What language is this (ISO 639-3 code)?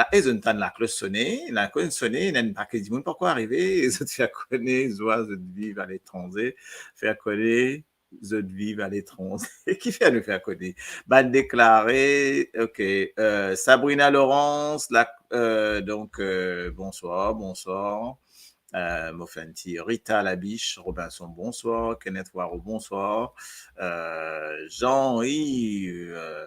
mfe